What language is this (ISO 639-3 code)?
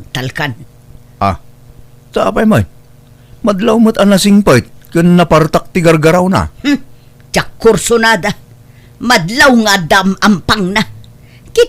ilo